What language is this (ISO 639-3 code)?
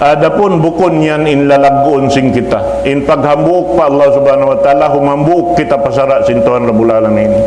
tsg